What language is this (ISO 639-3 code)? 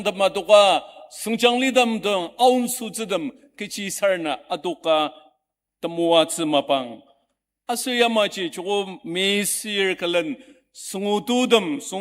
njo